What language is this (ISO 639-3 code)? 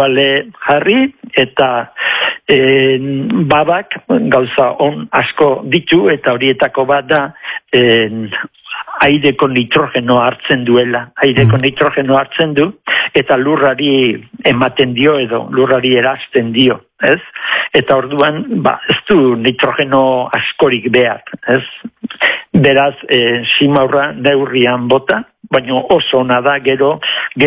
eus